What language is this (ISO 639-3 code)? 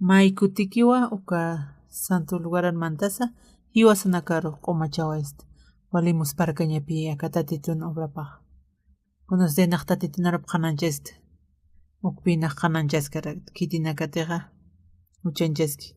aym